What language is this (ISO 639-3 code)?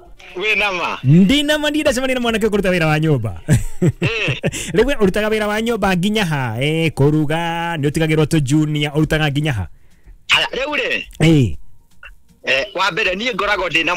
kik